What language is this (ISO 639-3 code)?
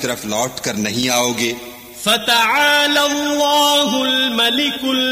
urd